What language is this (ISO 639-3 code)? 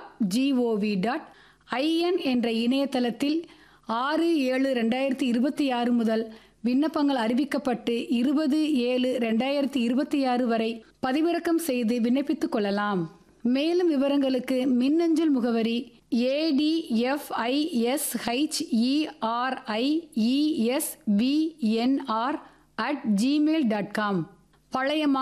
tam